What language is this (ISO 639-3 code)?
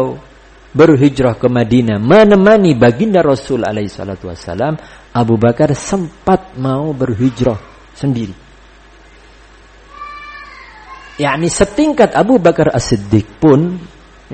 ind